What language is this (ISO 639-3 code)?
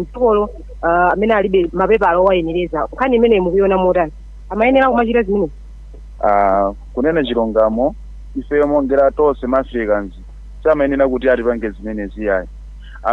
nya